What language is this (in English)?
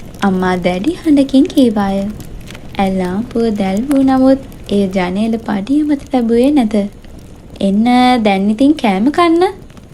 Sinhala